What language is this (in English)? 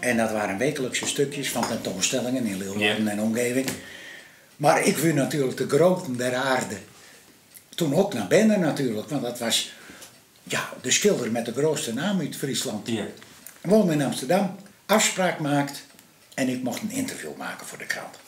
Western Frisian